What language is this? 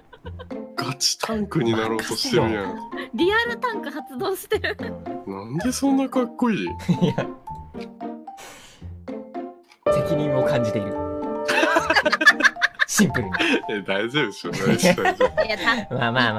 Japanese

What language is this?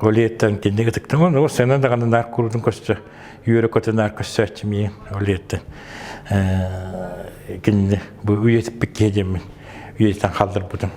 Yakut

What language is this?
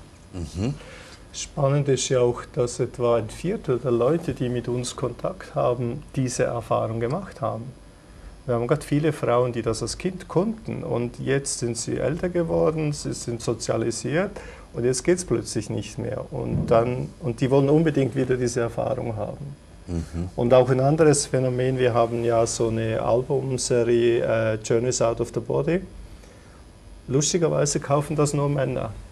German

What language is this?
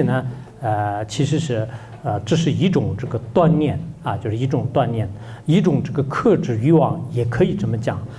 Chinese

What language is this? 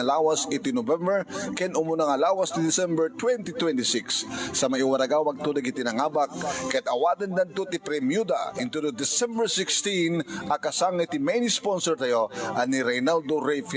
Iloko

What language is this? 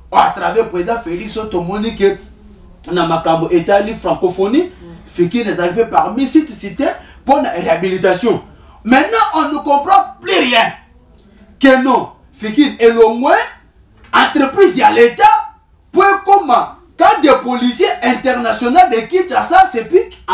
Lingala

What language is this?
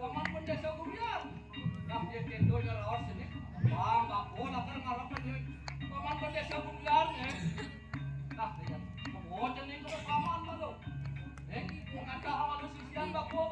Balinese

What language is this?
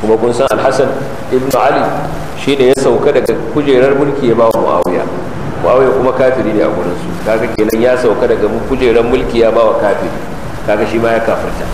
Hausa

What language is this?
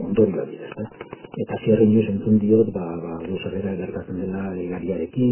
Basque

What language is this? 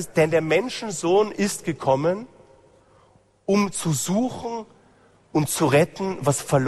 German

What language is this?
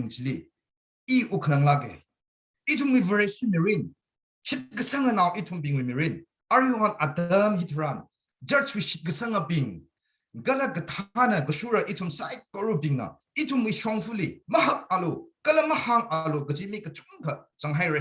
Tangkhul Naga (India)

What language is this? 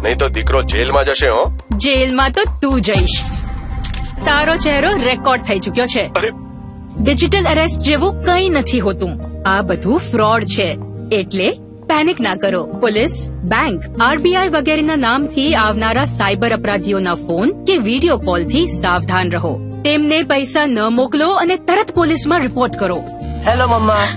Gujarati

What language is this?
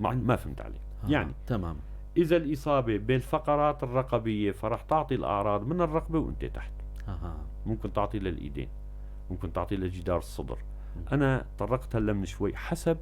North Levantine Arabic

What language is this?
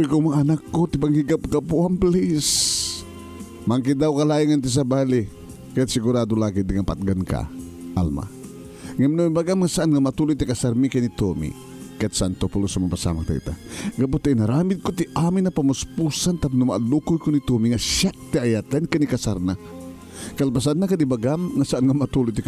Iloko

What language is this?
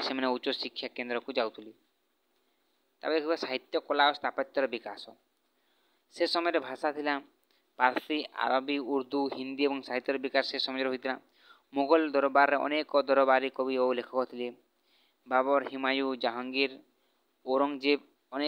Odia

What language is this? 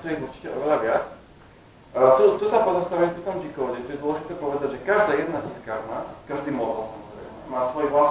Slovak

